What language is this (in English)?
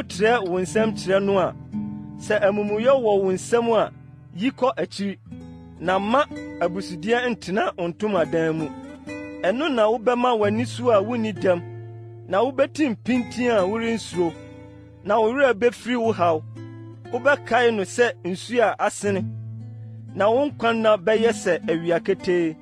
Akan